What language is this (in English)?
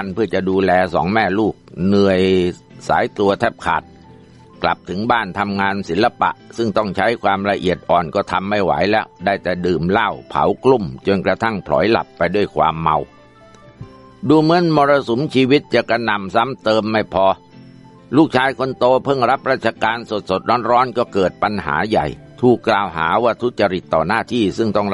Thai